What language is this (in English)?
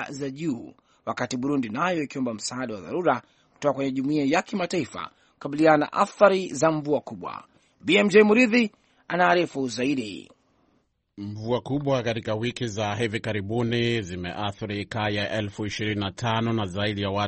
Swahili